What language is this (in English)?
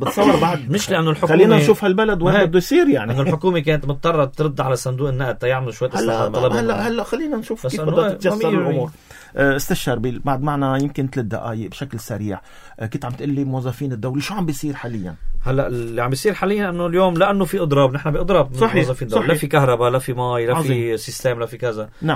North Levantine Arabic